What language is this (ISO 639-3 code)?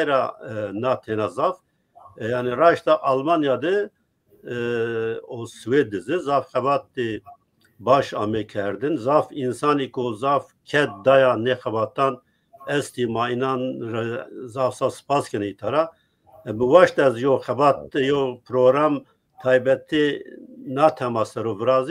zza